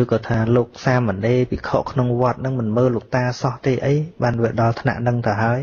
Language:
Khmer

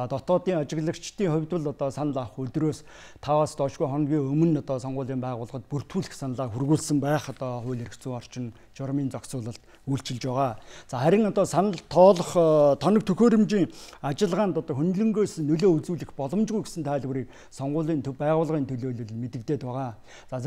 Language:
Mongolian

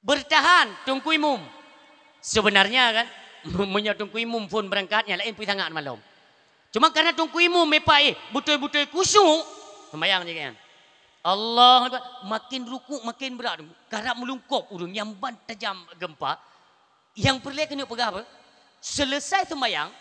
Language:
Achinese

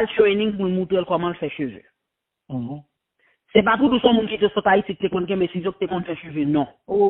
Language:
Haitian Creole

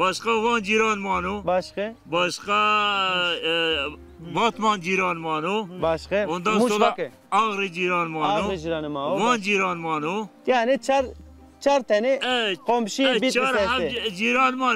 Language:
Zaza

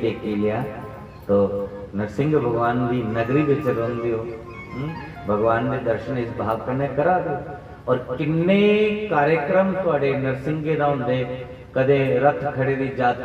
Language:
Dogri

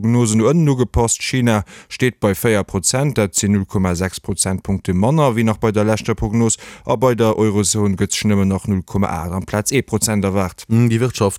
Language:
Luxembourgish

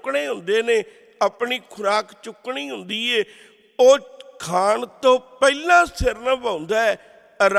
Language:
Punjabi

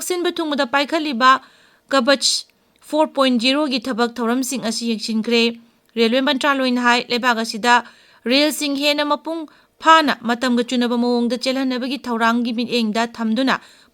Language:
Manipuri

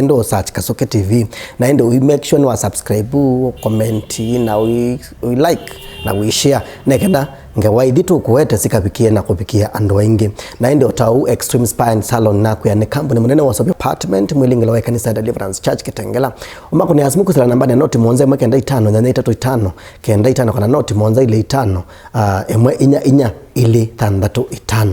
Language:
Kamba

